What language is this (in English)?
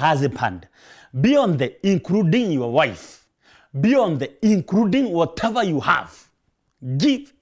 Meru